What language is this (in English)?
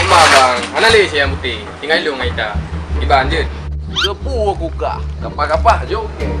Achinese